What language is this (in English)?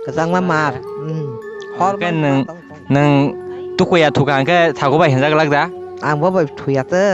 Kok Borok